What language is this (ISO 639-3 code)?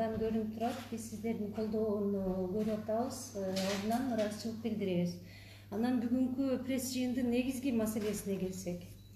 kir